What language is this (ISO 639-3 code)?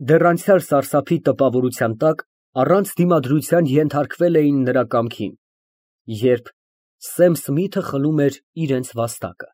hye